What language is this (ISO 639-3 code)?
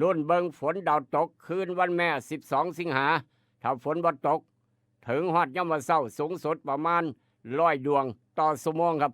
tts